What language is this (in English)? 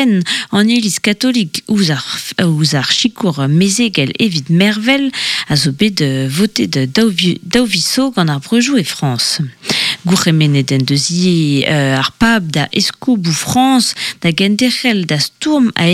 Breton